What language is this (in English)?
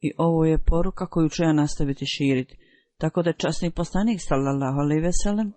Bosnian